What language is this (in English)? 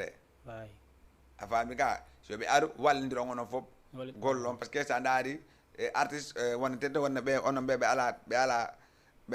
Fula